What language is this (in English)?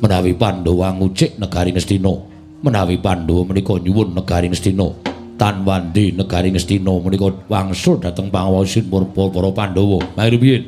Javanese